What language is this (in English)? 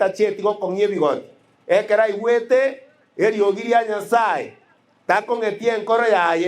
Gusii